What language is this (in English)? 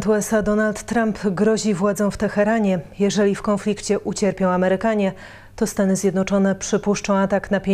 Polish